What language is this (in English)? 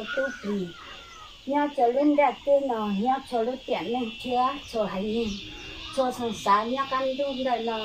Hmong